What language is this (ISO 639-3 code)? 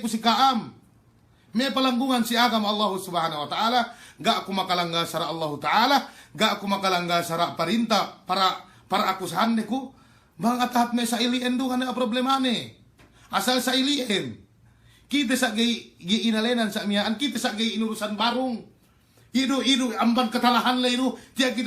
yka